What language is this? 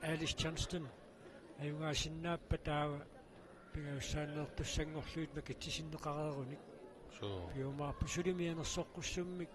Kalaallisut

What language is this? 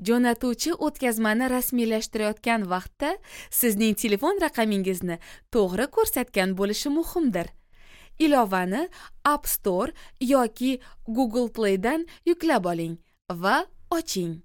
Uzbek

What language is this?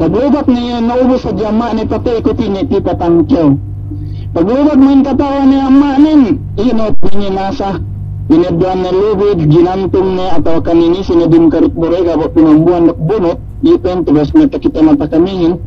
Yakan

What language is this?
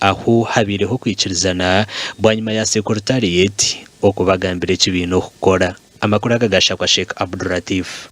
Nyankole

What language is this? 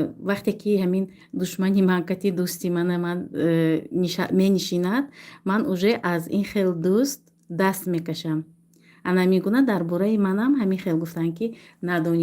Tajik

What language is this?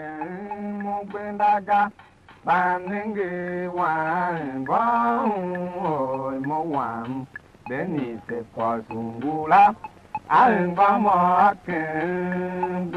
Tiv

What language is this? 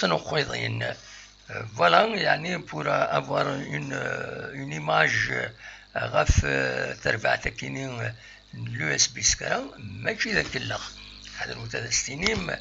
Kabyle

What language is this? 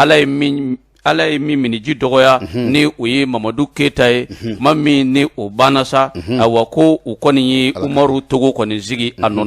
Bambara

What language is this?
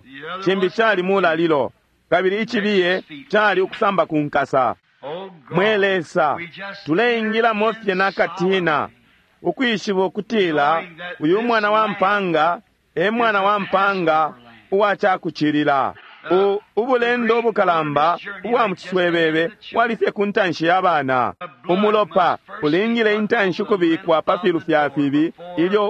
Bemba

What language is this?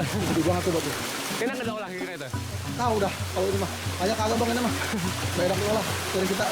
Betawi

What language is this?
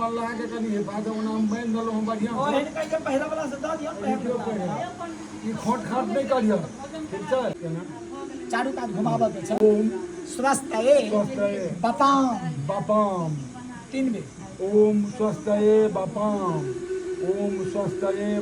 Maithili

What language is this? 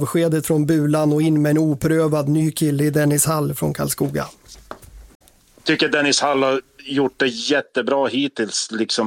Swedish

